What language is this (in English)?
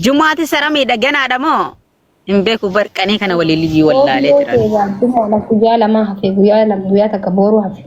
Oromo